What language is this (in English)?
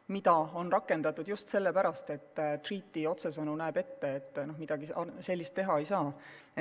Estonian